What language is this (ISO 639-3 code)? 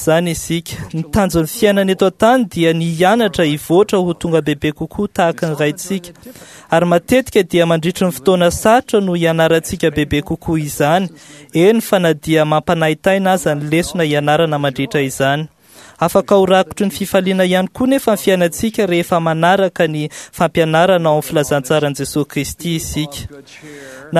mlg